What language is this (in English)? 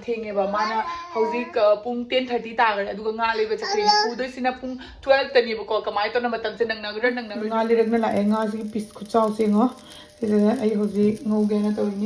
Manipuri